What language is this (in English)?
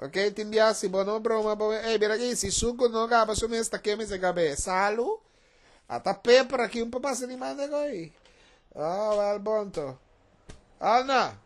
Papiamento